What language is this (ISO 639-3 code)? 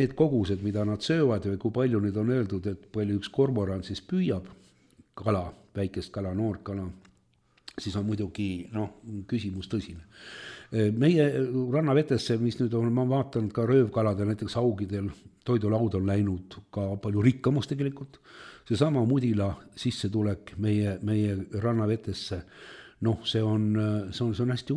est